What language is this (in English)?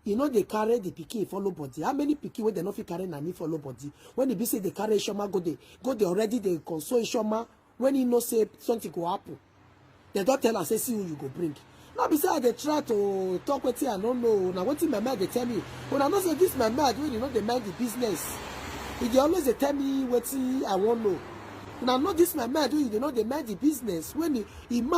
Nigerian Pidgin